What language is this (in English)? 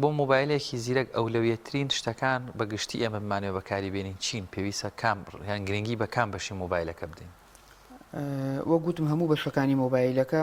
Central Kurdish